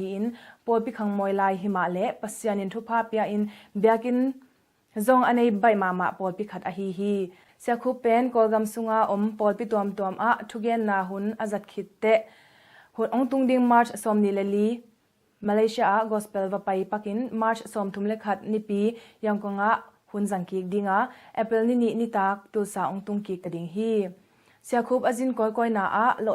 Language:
Tedim Chin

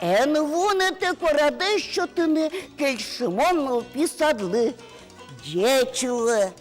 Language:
Udmurt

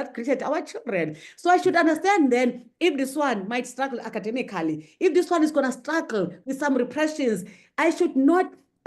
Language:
English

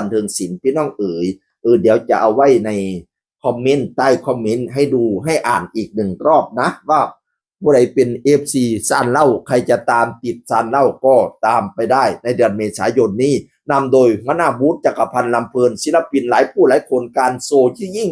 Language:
Northeastern Thai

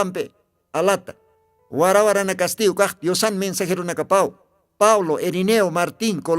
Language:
Aymara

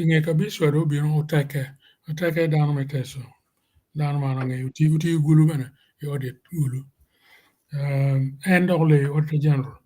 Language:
Acoli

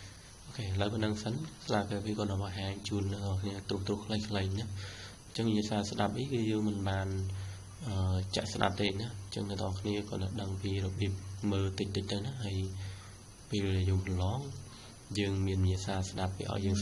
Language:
Khmer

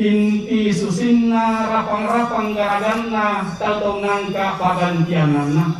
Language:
Toraja-Sa'dan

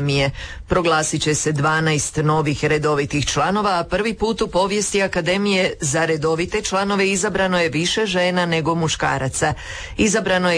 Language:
Croatian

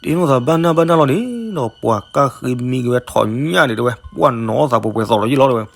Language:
S'gaw Karen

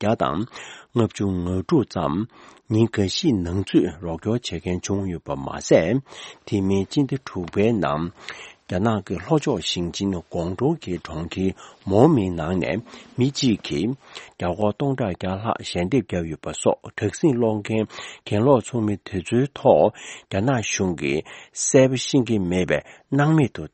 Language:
Tibetan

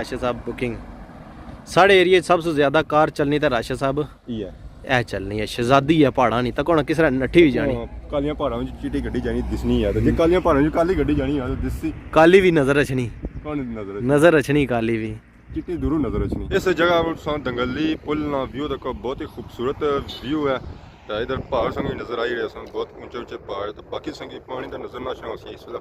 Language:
Pahari-Potwari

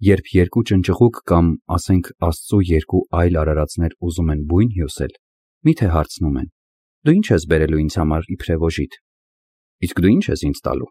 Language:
Armenian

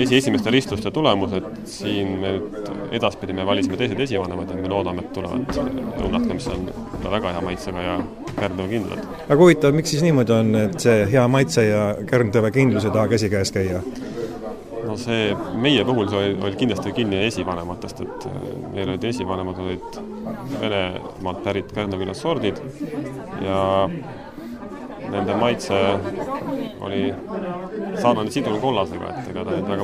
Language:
Estonian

